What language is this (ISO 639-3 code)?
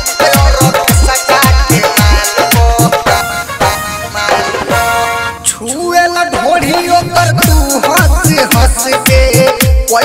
bho